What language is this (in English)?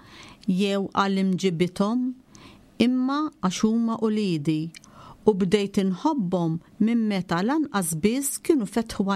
Maltese